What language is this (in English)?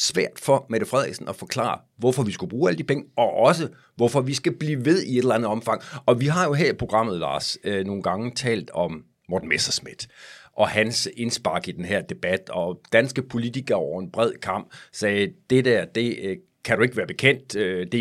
Danish